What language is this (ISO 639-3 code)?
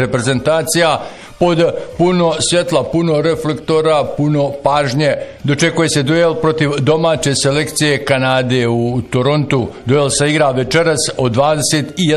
bos